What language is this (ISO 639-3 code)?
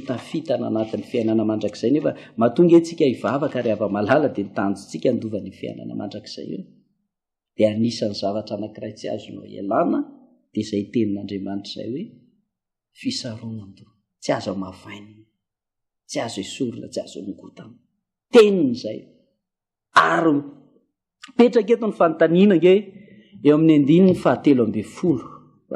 mlg